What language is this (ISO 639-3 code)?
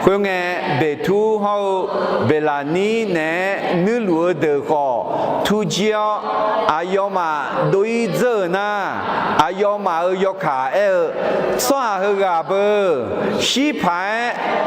ahk